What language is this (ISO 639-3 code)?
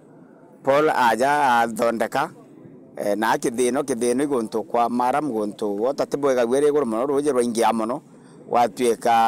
mer